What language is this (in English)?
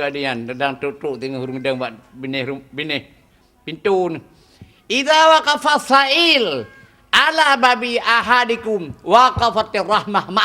Achinese